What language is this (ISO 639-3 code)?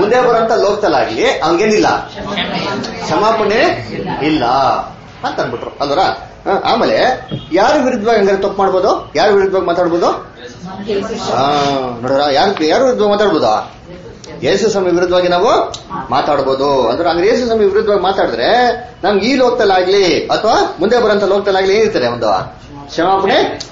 kan